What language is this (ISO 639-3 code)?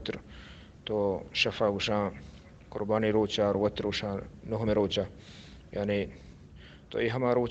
bal